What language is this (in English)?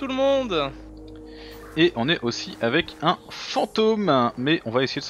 French